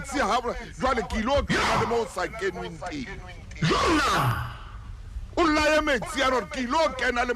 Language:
Southern Sotho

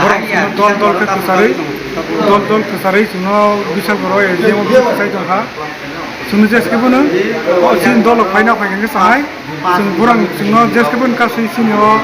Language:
Kok Borok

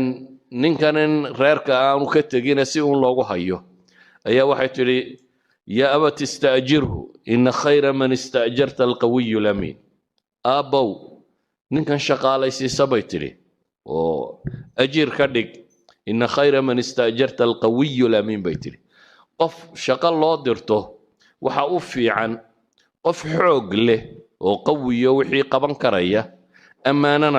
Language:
Somali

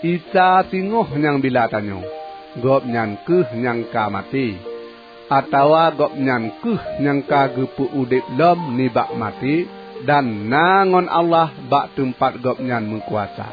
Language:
Achinese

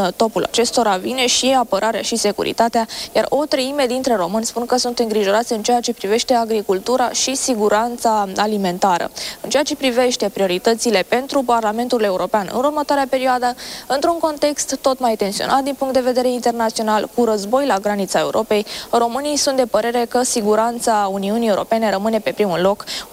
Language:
Romanian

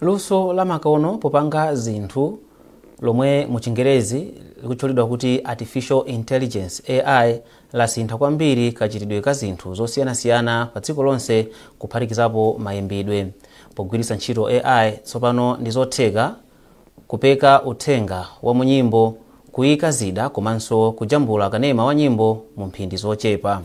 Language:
Nyanja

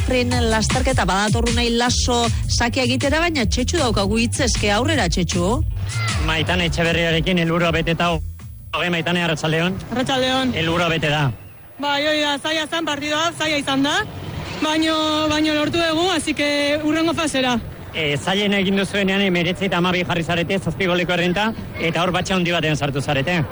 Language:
Basque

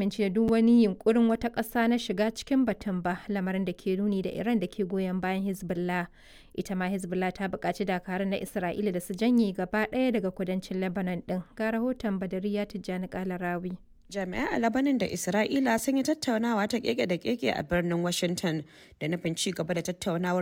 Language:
Hausa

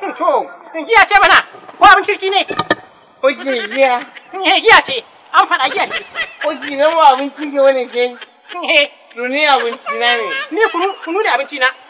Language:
Hausa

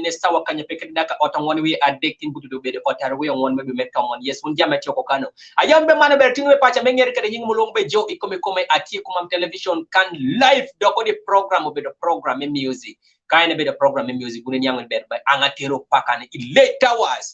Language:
Kumam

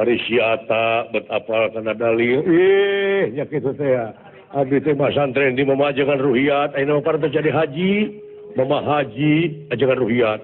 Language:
Sundanese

